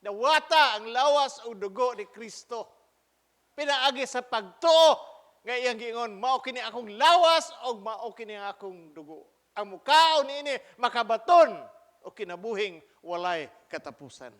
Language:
Cebuano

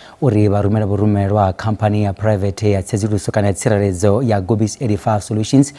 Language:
Venda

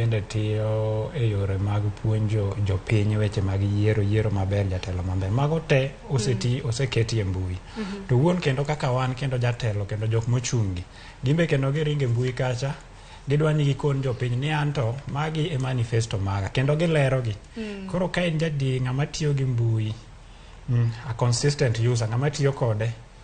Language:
Luo (Kenya and Tanzania)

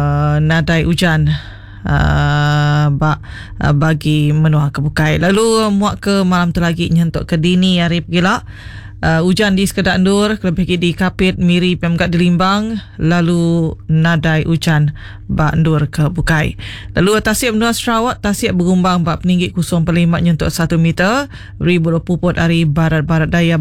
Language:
Iban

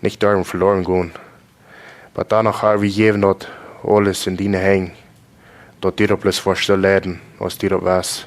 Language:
Plautdietsch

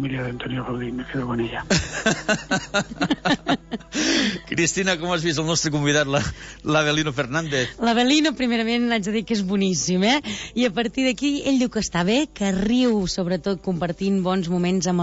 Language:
Catalan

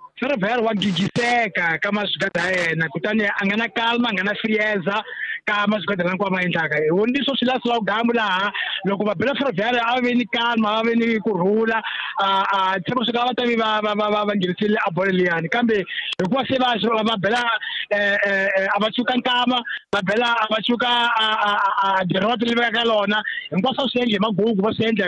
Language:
Tsonga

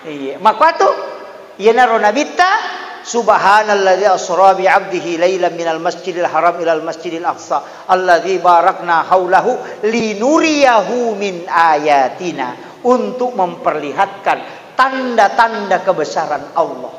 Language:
Buginese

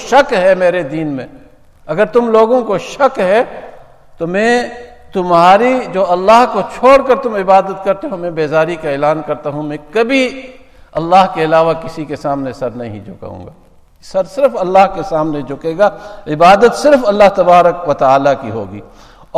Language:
Urdu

